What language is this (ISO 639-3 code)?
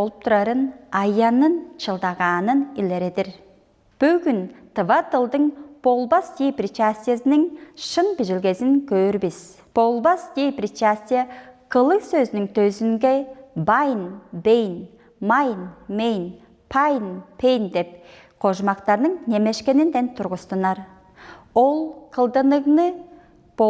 tyv